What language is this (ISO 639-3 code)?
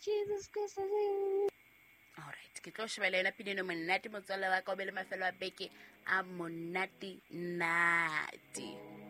sot